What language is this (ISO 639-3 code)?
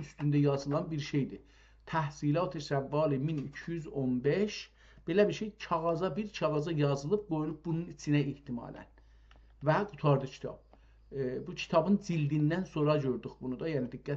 azb